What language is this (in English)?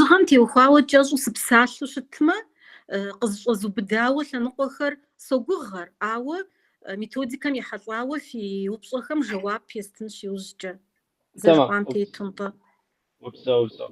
Kabardian